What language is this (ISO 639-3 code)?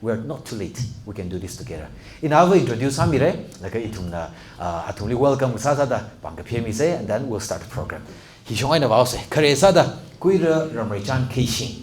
nmf